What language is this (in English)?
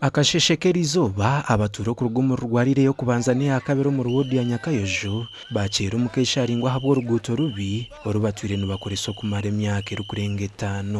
Nyankole